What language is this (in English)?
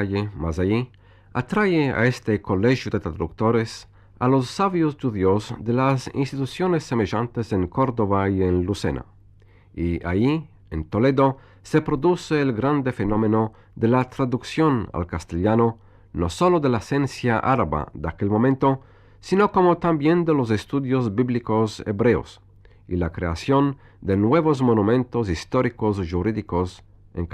Ladino